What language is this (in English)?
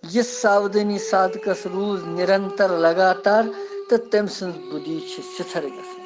Kashmiri